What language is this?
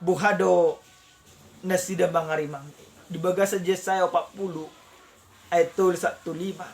Batak Toba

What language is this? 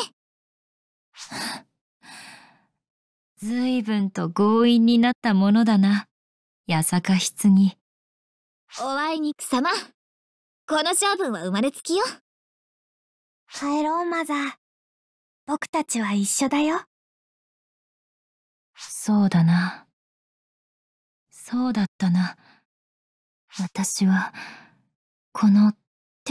Japanese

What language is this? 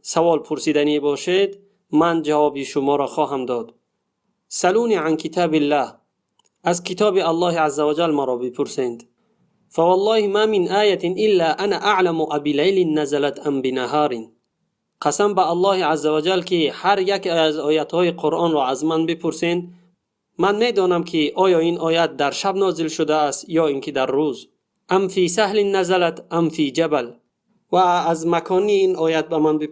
Tajik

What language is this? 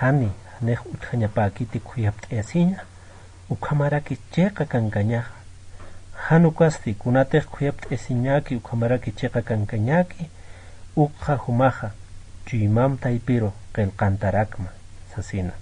Aymara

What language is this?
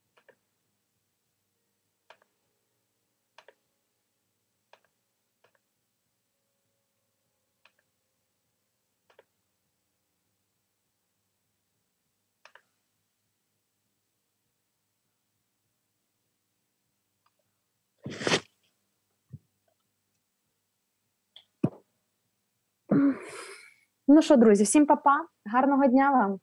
Ukrainian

